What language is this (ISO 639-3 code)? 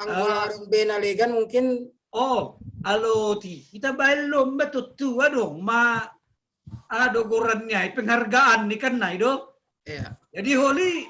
bts